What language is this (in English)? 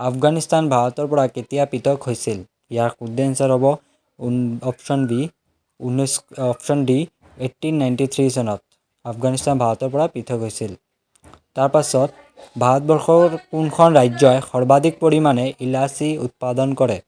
Assamese